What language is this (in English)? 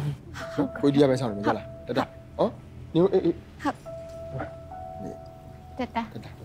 Burmese